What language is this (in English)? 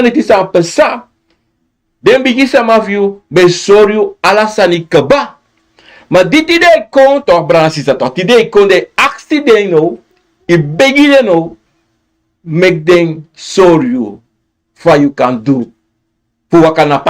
Sranan Tongo